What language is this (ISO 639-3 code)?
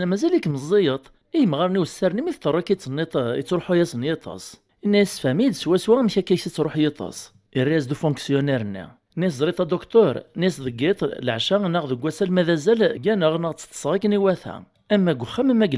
kab